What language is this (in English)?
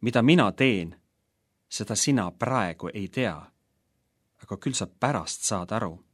Estonian